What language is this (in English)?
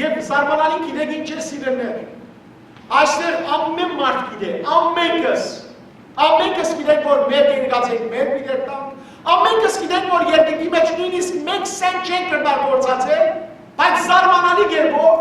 Western Armenian